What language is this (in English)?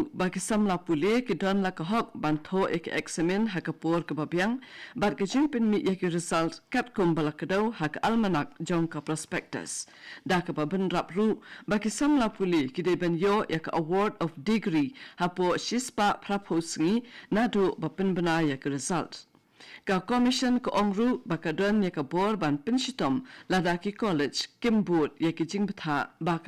Khasi